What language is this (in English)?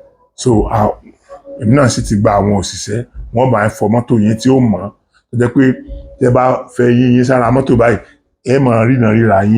Yoruba